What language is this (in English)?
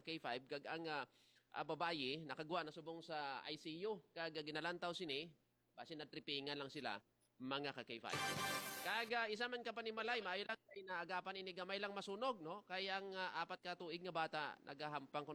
Hiligaynon